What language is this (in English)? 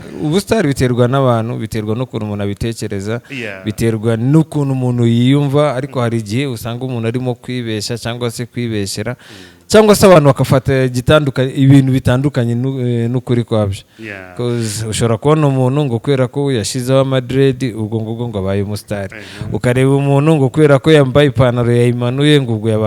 Kinyarwanda